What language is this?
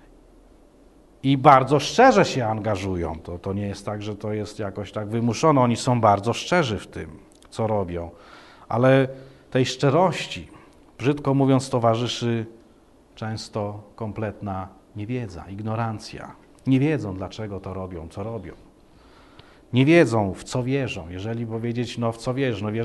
Polish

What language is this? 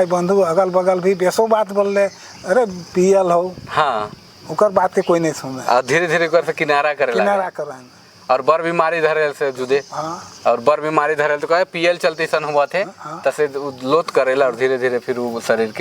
Sadri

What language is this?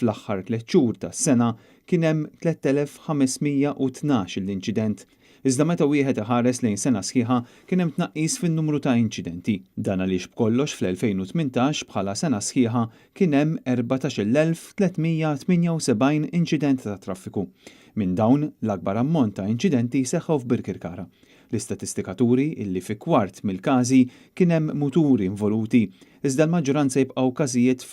Maltese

